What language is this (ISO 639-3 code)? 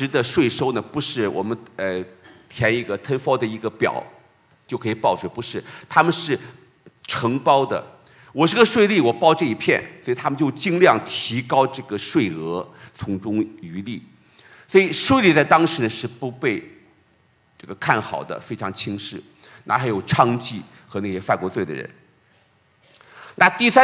zho